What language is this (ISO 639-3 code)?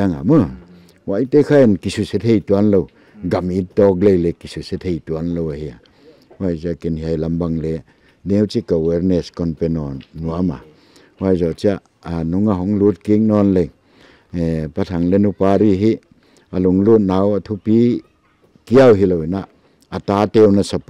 pck